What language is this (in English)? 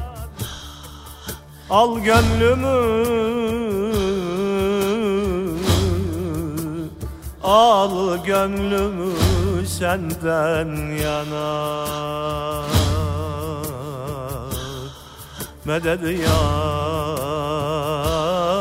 Turkish